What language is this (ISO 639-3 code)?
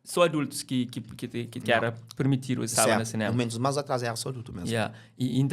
kea